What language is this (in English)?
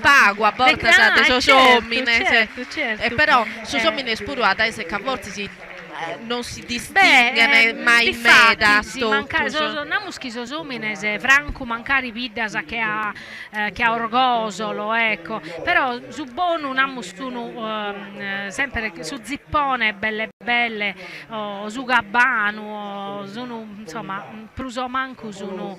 Sardinian